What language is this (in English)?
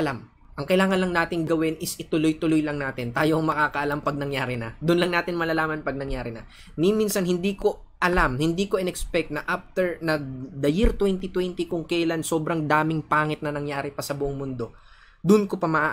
Filipino